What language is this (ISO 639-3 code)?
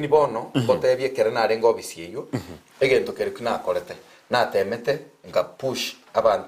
guz